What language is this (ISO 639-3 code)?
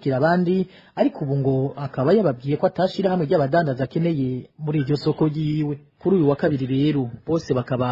run